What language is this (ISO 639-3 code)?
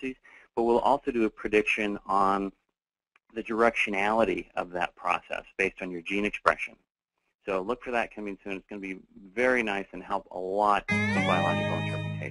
eng